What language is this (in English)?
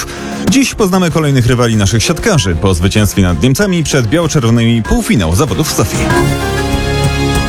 Polish